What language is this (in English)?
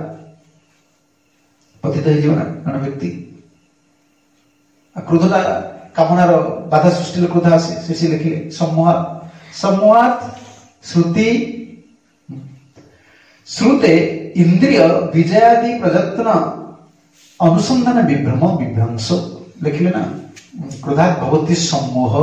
Odia